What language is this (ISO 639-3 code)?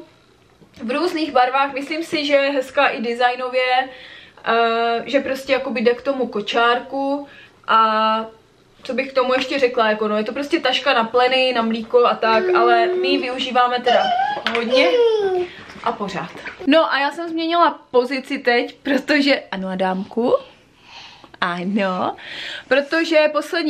ces